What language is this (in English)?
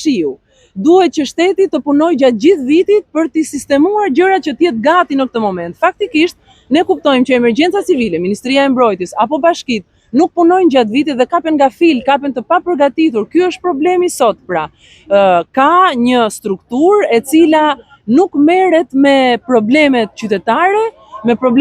Albanian